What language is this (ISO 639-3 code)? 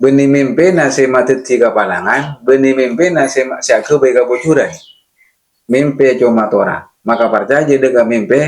mad